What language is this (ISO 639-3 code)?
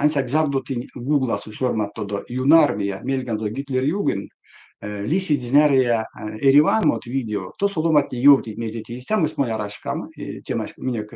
myv